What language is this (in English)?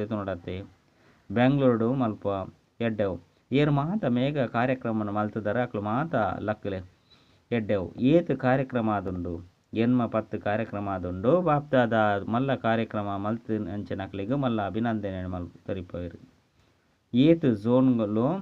Tulu